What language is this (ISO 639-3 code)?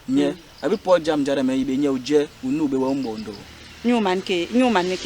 bas